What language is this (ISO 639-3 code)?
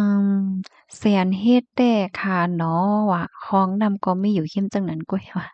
shn